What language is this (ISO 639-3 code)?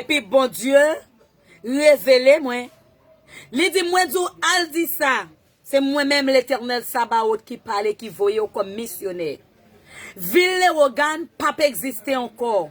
hat